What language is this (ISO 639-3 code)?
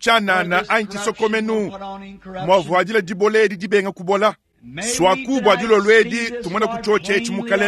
lua